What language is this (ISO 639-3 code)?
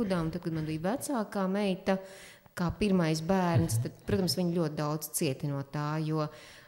lav